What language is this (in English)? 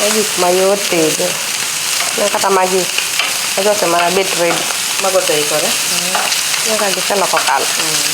Luo (Kenya and Tanzania)